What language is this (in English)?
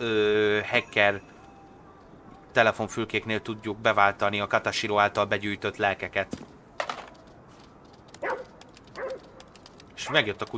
Hungarian